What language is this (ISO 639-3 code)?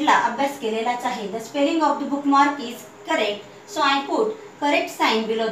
mar